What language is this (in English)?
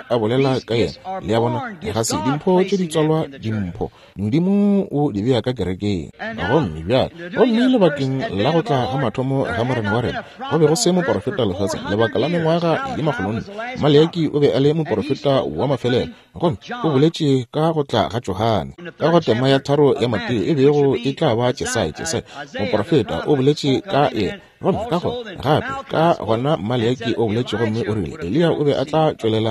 Northern Sotho